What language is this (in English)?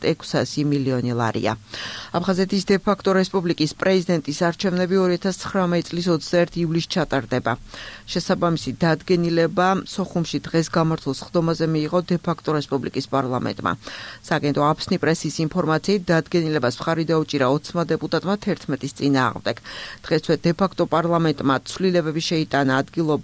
Georgian